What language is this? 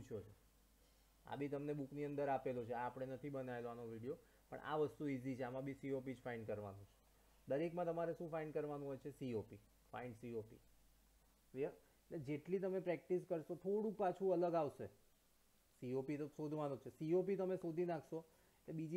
Gujarati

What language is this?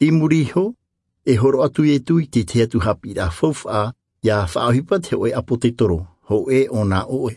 Tahitian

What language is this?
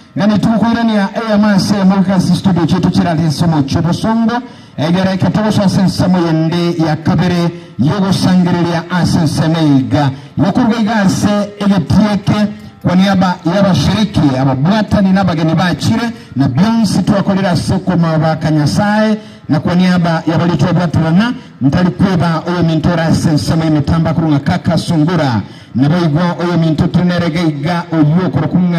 Gusii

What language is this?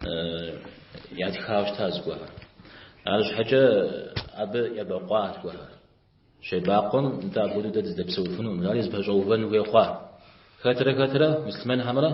Kabardian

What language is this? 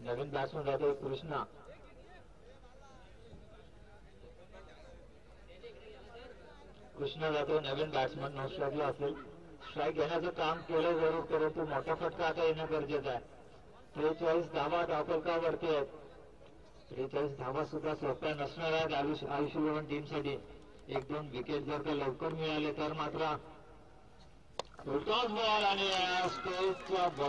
Marathi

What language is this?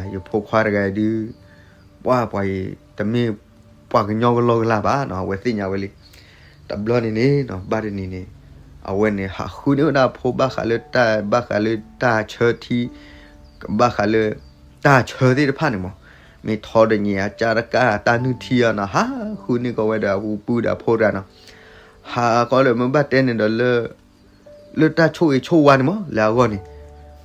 S'gaw Karen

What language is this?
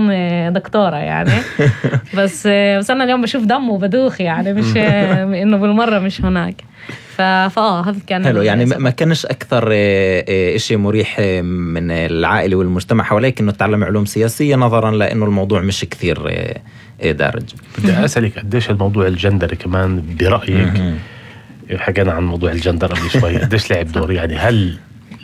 North Levantine Arabic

